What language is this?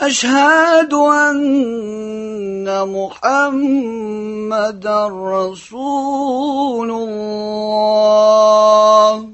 Tatar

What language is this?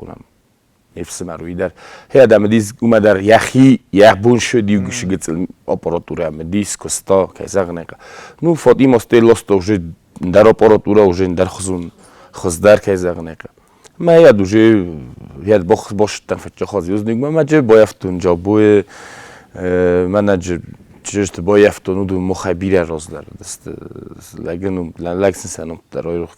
Ossetic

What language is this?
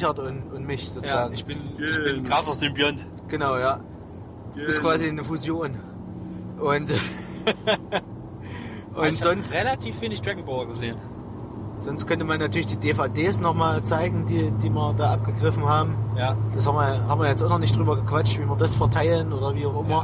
German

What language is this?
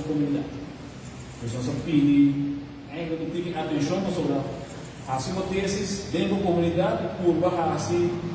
Papiamento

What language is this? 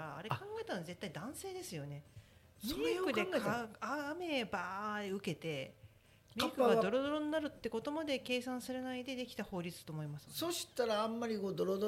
Japanese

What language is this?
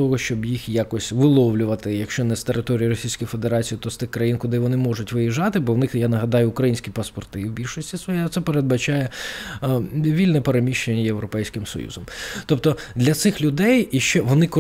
Ukrainian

